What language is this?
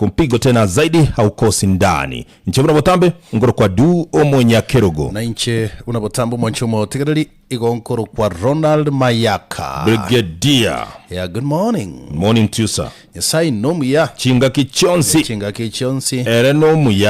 Gusii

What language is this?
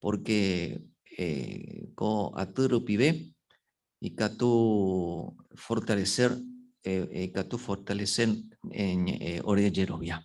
Guarani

